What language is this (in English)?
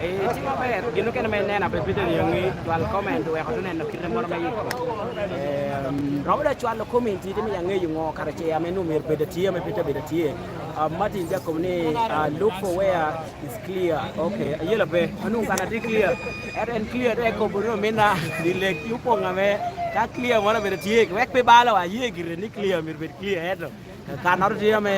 Lango (Uganda)